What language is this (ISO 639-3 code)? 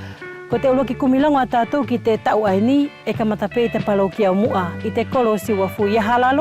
wls